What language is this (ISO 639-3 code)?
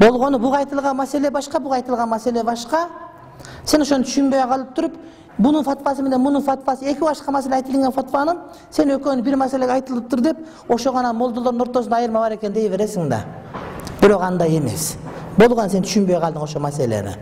kir